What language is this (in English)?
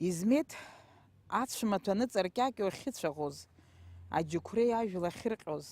Abkhazian